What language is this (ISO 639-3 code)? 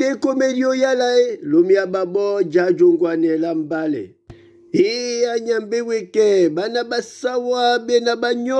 dua